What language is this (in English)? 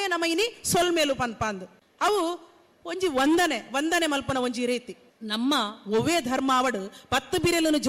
Tulu